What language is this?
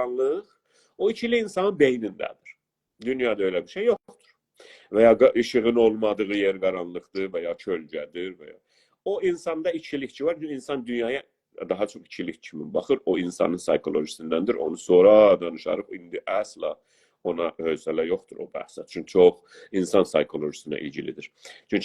South Azerbaijani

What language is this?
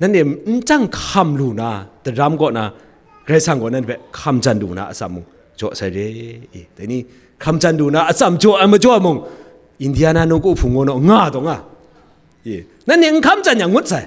Kachin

